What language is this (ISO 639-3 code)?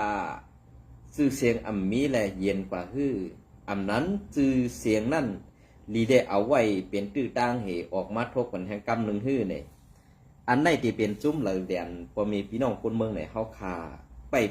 shn